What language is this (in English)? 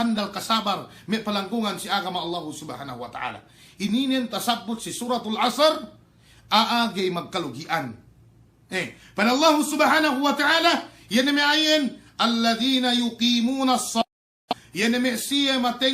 Yakan